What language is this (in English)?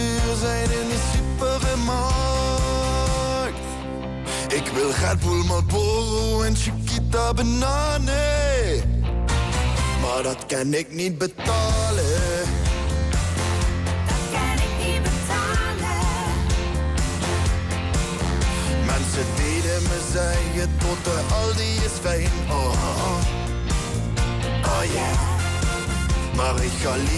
Dutch